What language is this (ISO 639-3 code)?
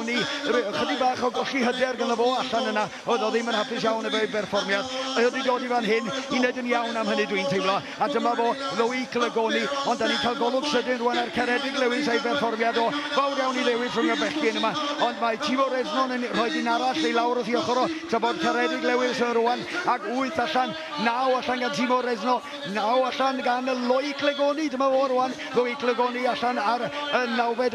cym